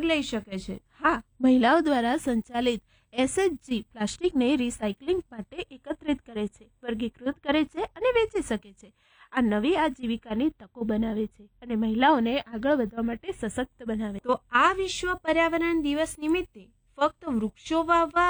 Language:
Gujarati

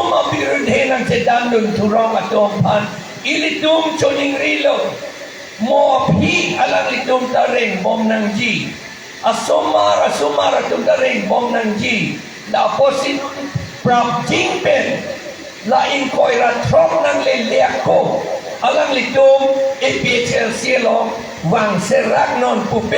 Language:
Karbi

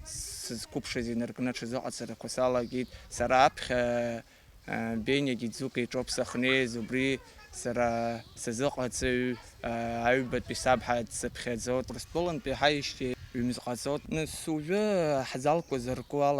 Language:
Abkhazian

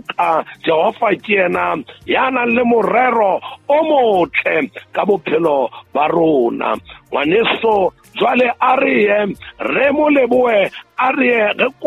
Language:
Southern Sotho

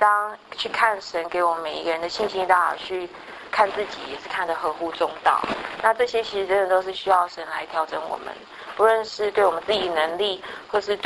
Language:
Chinese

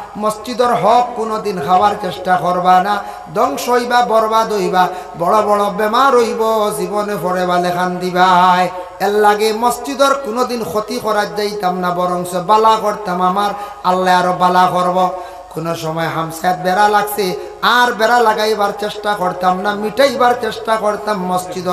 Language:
Sylheti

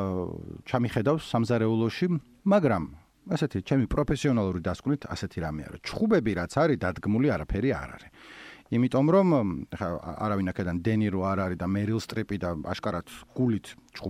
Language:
Georgian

